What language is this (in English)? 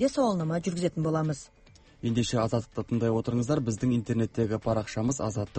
Kazakh